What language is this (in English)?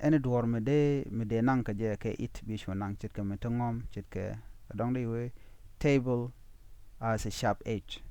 Nuer